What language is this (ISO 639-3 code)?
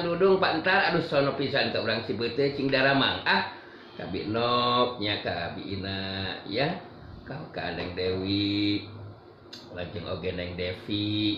sun